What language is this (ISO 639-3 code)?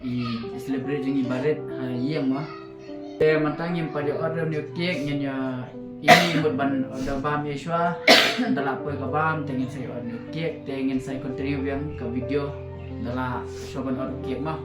kha